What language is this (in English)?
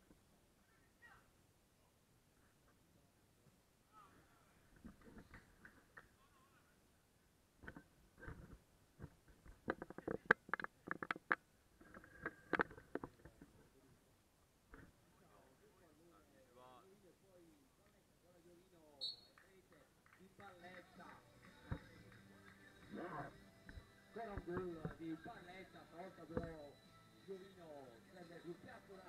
Italian